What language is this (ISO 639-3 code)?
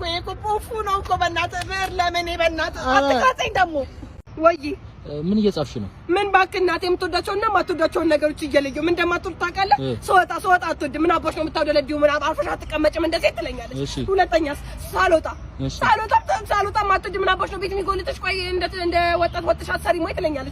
amh